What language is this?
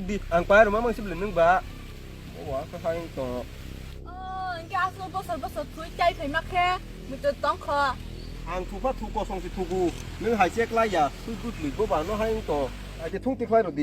Kok Borok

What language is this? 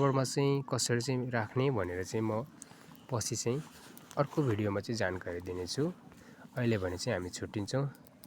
Nepali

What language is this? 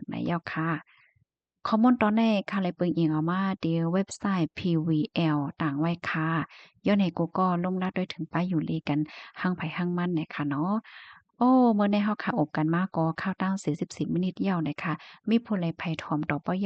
Shan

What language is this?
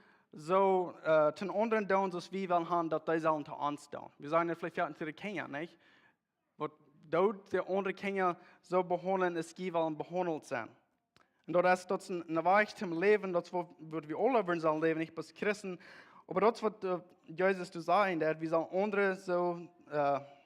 Plautdietsch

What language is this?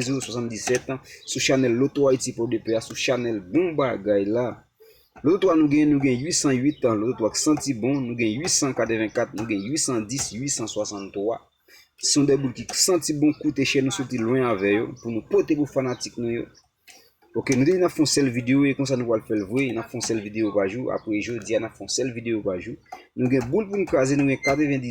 Haitian Creole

